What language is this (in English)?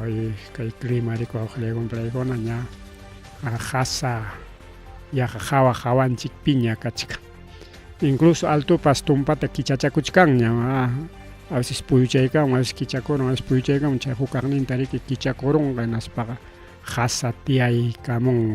Ayacucho Quechua